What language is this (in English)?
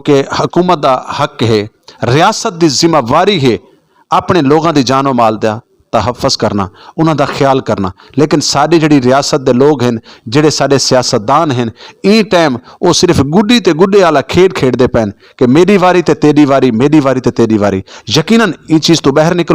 Western Panjabi